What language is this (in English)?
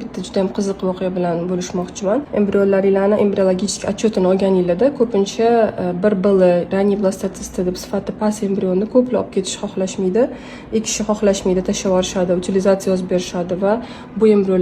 Uzbek